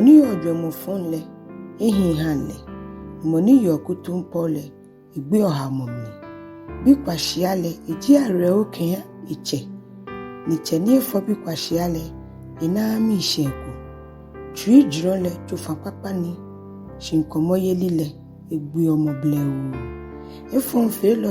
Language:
Ga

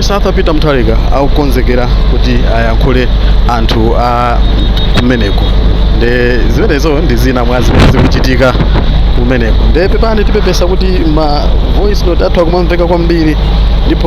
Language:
Nyanja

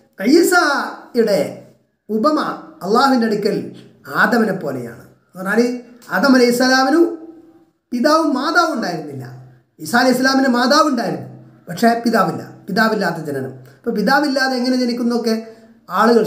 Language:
Malayalam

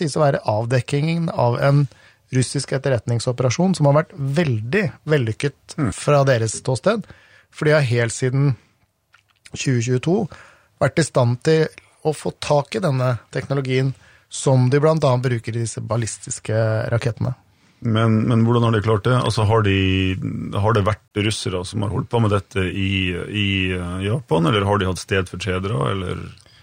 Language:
Norwegian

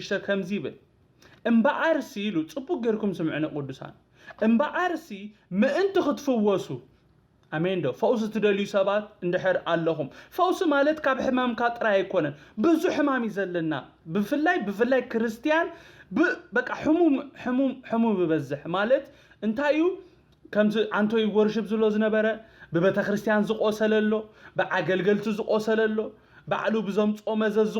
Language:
Tigrinya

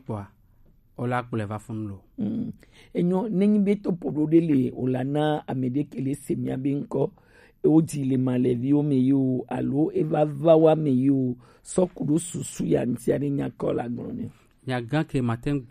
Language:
Gen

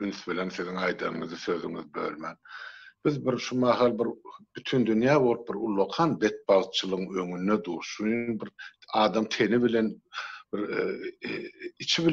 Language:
Turkmen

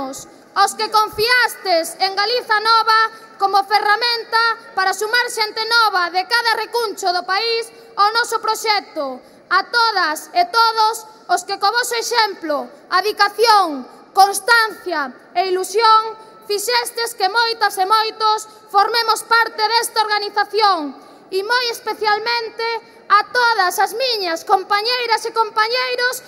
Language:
Galician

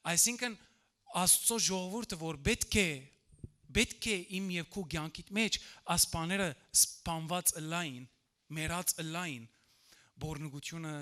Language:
Western Armenian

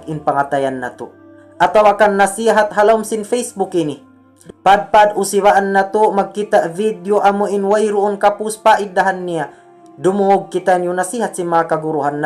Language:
Tausug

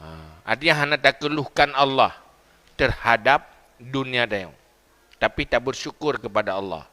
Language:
Achinese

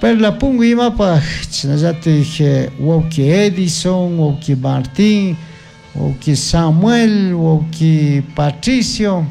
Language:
Chimborazo Highland Quichua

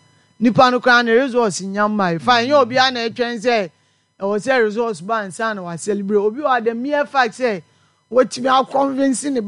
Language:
Akan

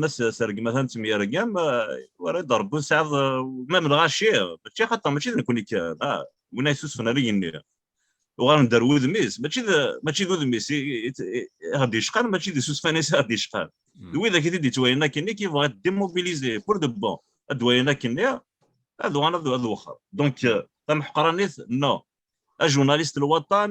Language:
Kabyle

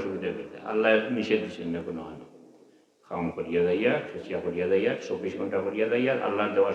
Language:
Sylheti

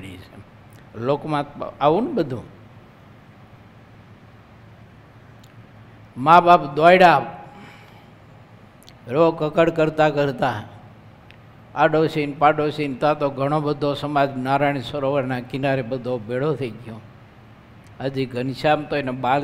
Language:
Gujarati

